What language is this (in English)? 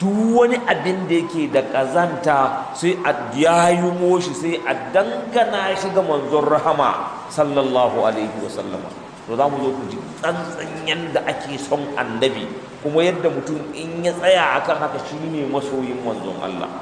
Hausa